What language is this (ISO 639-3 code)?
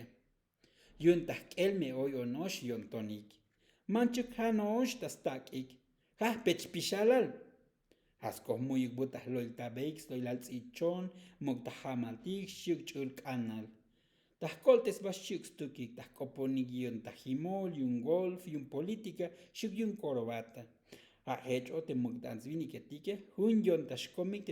tzo